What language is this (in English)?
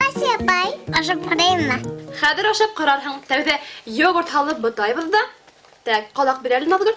Bashkir